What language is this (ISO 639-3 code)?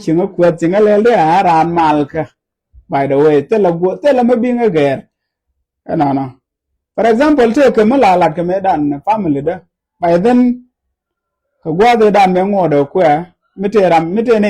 nus